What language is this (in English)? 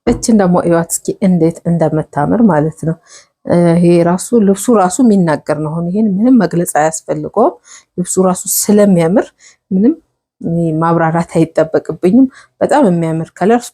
Amharic